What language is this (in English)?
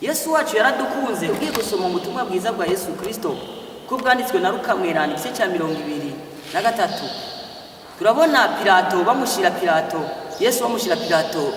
Rundi